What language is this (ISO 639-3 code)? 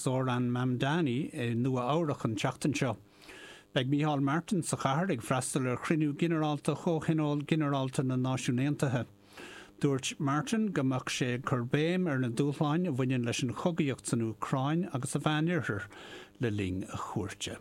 gle